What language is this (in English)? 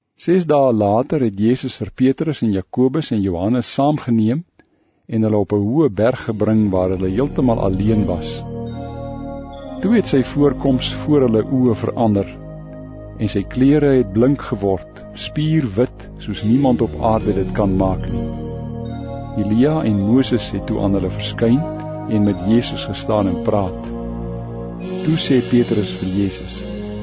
Afrikaans